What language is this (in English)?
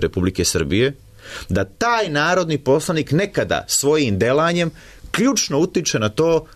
Serbian